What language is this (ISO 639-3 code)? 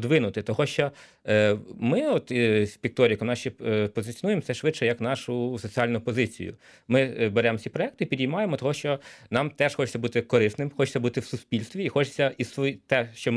ukr